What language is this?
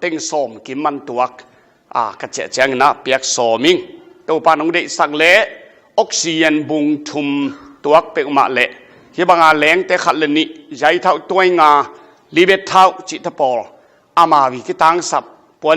Tedim Chin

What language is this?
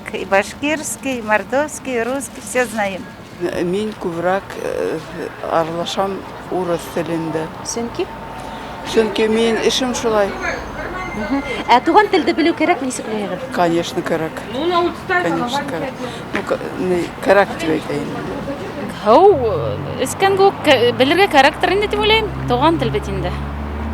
Bashkir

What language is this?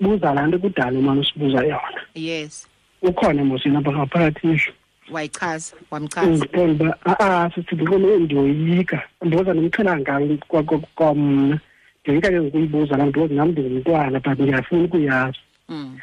Xhosa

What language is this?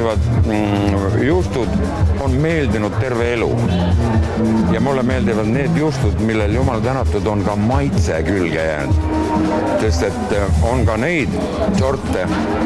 Estonian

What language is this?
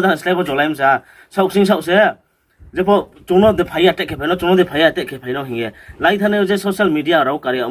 Riang (India)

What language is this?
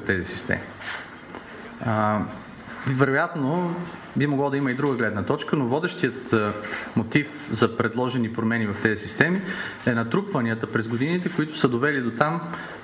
Bulgarian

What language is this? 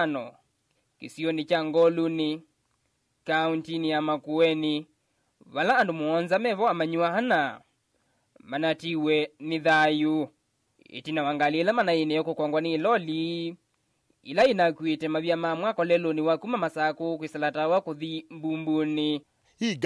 Kamba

